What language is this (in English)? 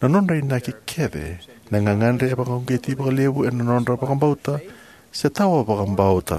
Fijian